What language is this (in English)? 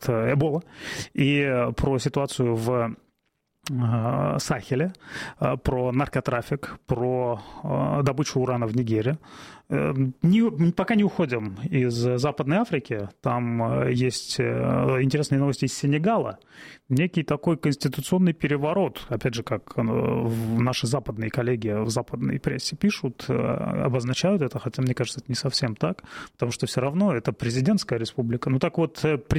Russian